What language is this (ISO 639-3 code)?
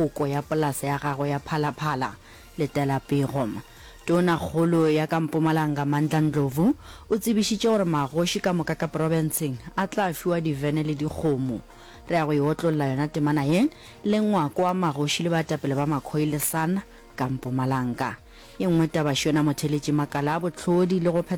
nso